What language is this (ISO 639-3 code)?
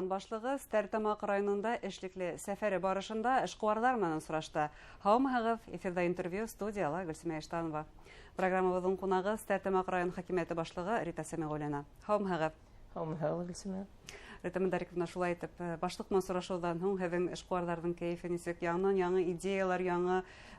bak